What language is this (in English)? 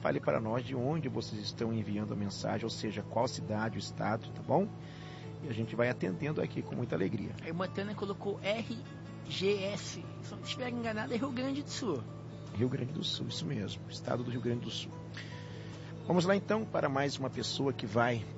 Portuguese